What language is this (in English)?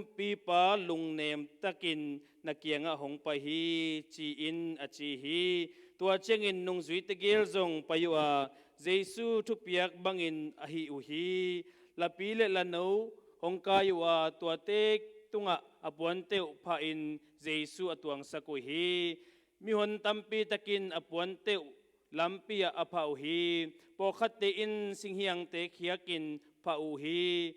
Tedim Chin